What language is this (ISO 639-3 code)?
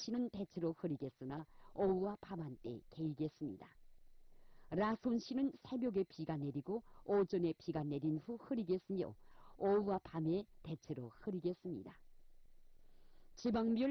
kor